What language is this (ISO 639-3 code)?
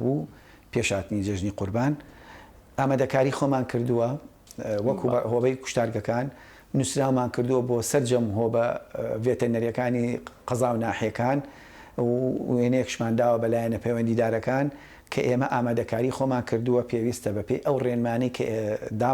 ckb